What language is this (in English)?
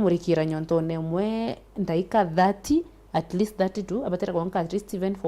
Meru